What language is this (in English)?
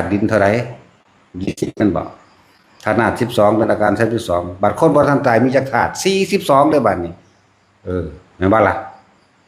Northeastern Thai